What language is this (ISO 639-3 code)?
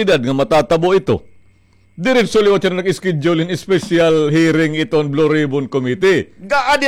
war